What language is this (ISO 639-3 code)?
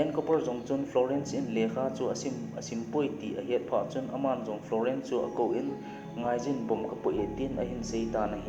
tcz